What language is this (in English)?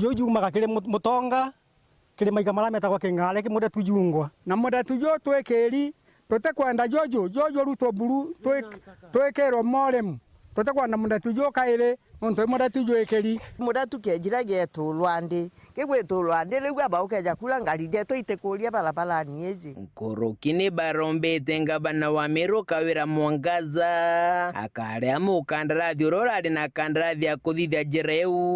Meru